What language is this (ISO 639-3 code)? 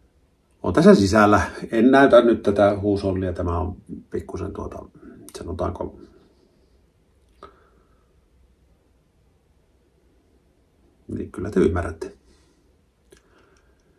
fin